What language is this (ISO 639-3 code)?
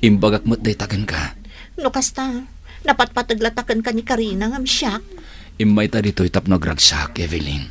ilo